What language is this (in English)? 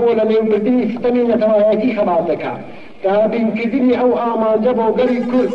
Central Kurdish